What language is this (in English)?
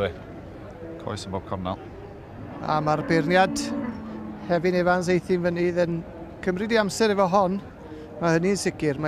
Welsh